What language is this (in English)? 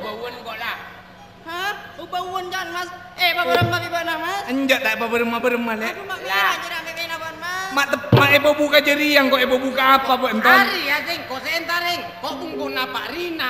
Madurese